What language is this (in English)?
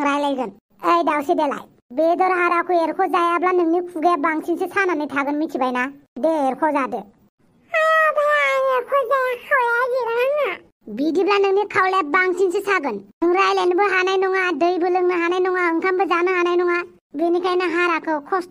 Bodo